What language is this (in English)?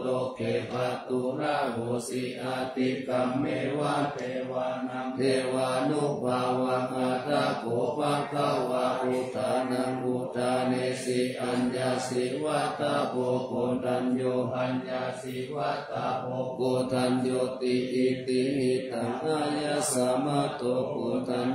Pali